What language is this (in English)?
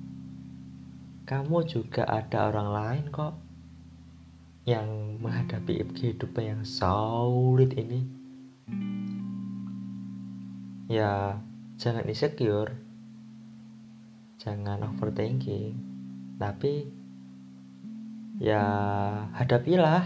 Indonesian